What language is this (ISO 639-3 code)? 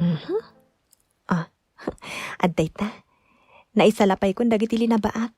ilo